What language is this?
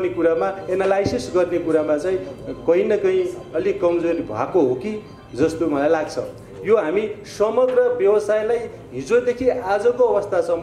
Nepali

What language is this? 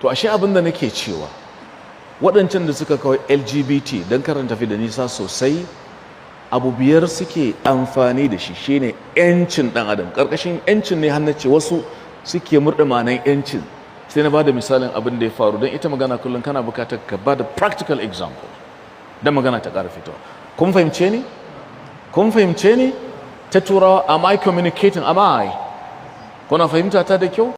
Hausa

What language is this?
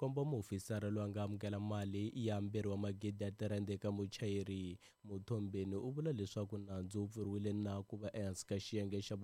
Tsonga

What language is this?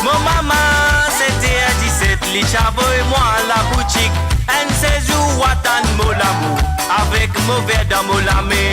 Morisyen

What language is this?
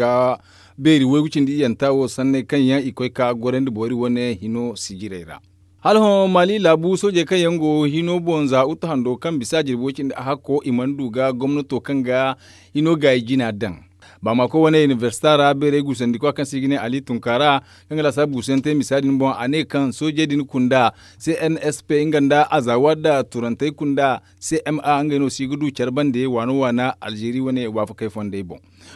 Zarma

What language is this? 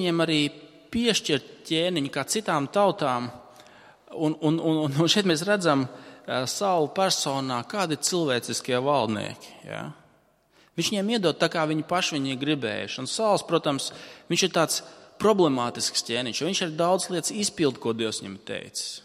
Latvian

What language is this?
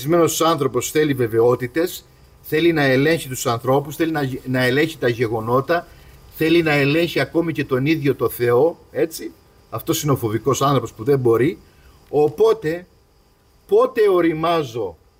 Greek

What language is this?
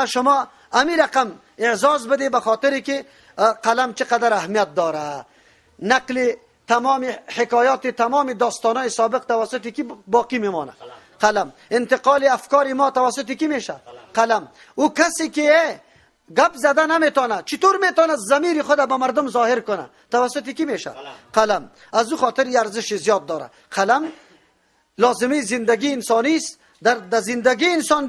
Persian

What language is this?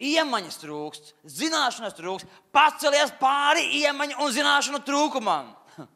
Latvian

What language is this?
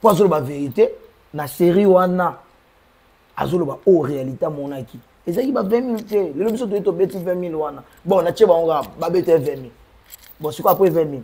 Lingala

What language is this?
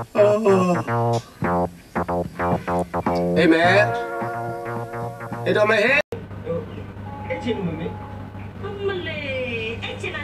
Burmese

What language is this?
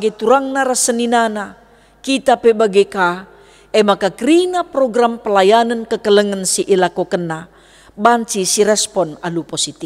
Batak Karo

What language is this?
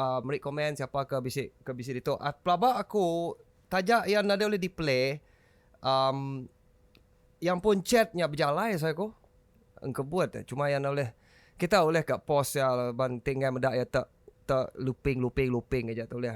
Iban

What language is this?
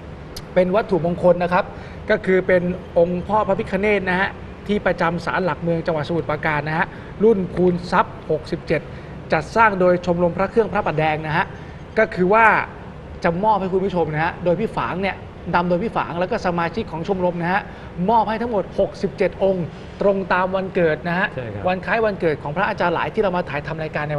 Thai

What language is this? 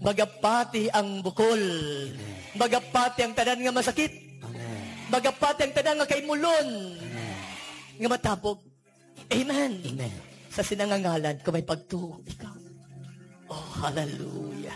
Hiligaynon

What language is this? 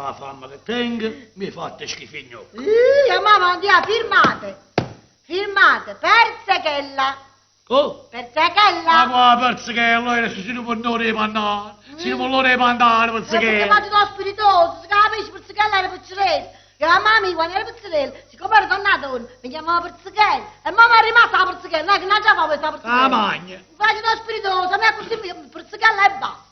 Neapolitan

